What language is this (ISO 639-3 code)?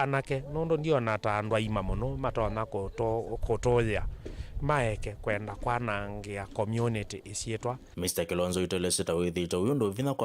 kam